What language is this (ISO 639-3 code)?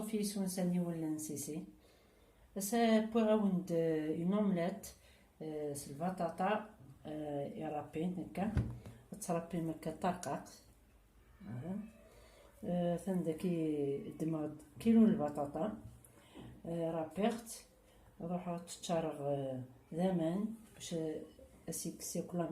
kab